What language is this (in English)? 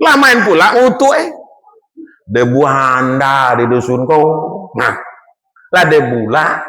Minangkabau